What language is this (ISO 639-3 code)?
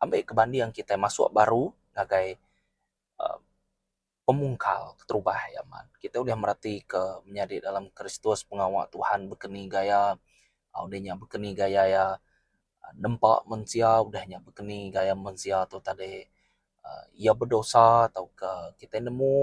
iba